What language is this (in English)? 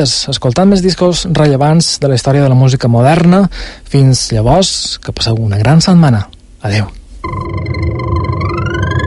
Catalan